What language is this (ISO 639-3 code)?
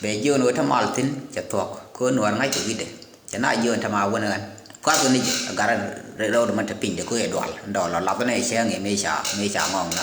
nus